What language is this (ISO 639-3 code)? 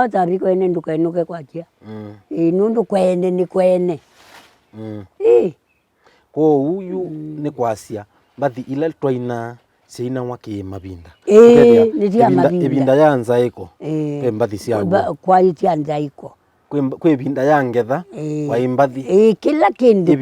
kam